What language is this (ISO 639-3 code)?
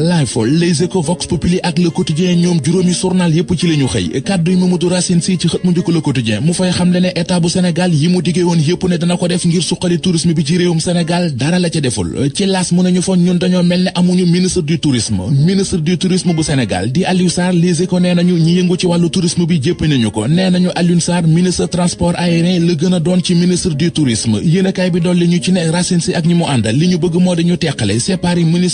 wol